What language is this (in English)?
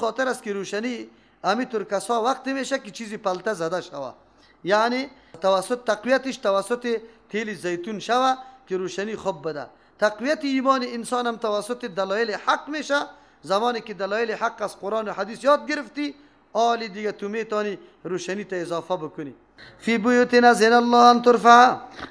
Persian